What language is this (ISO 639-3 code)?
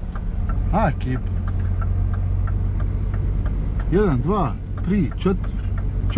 hrv